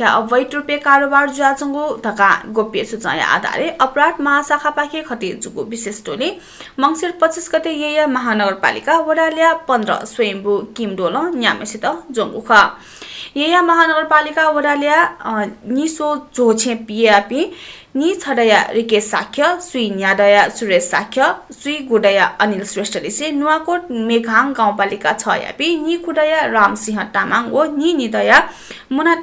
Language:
Newari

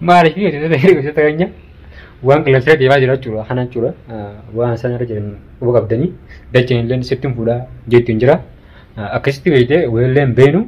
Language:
Oromo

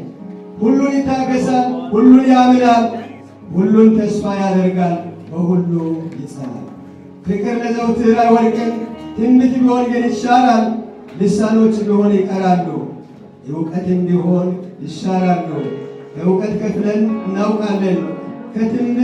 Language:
Amharic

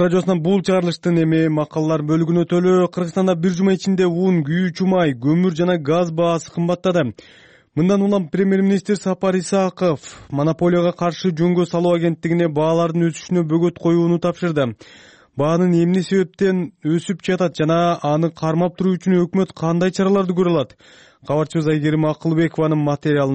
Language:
Kyrgyz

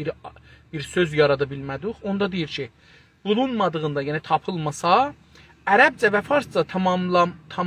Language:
South Azerbaijani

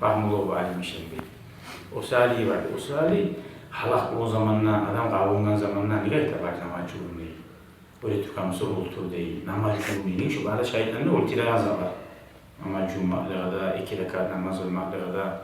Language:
Kumyk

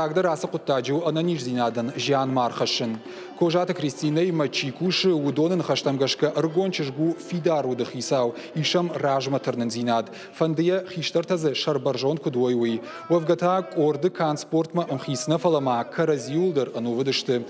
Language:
Ossetic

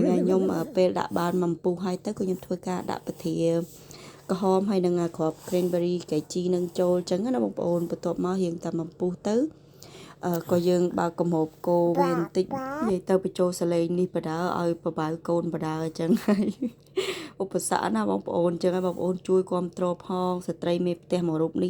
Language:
Khmer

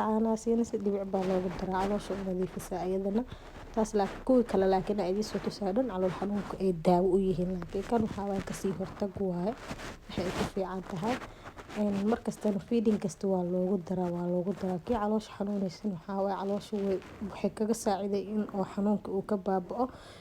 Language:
Somali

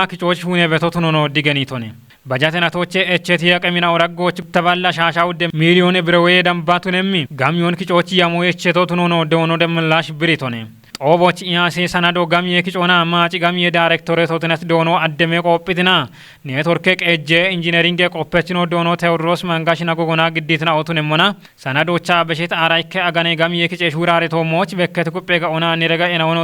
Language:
Kafa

